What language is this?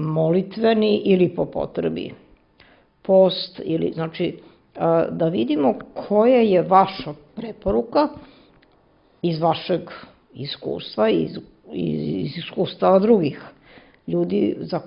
Serbian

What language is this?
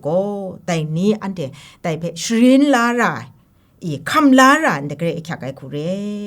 Kachin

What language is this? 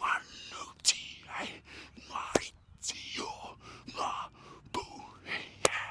Māori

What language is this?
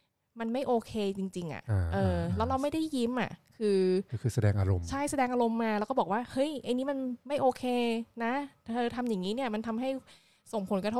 Thai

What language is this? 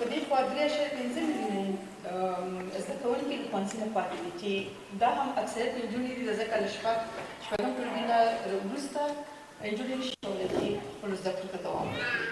Pashto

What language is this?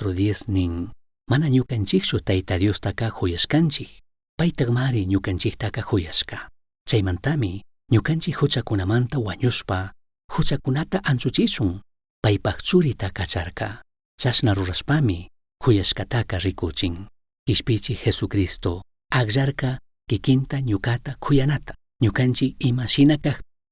Chimborazo Highland Quichua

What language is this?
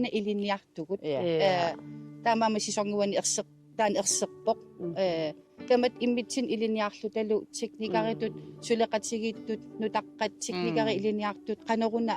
Kalaallisut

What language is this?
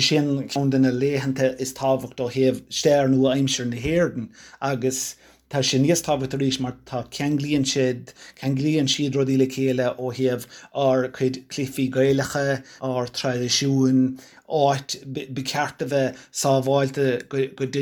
Irish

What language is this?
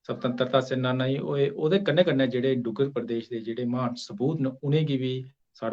Dogri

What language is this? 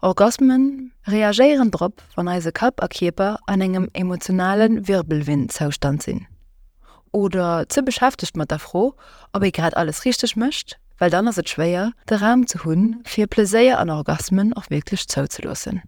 Luxembourgish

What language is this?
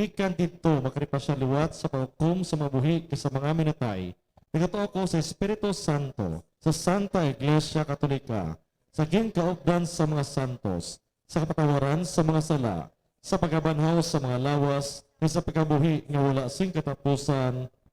Hiligaynon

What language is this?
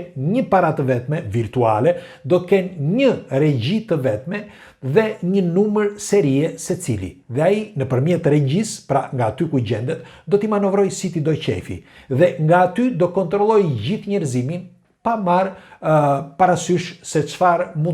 Albanian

